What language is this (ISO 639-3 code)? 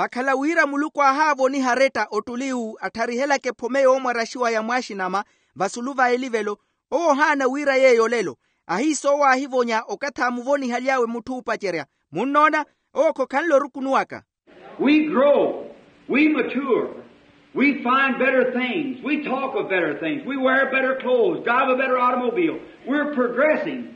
vmw